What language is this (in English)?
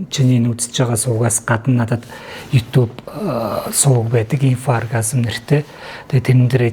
Mongolian